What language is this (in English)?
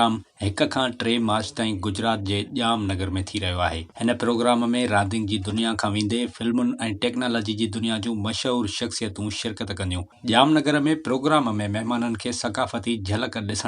Sindhi